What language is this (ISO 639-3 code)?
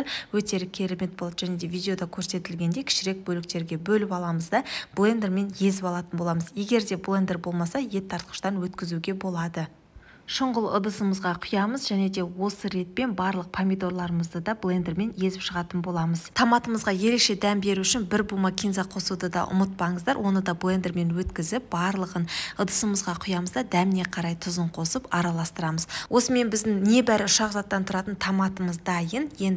kaz